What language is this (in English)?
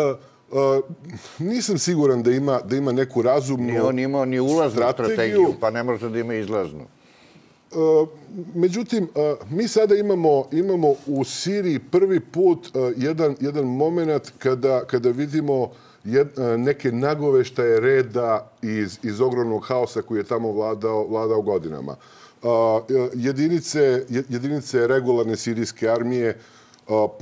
Serbian